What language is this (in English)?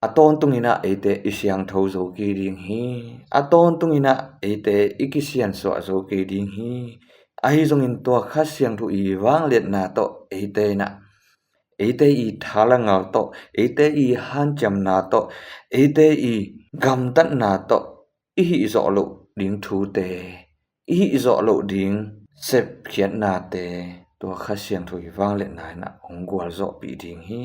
Tedim Chin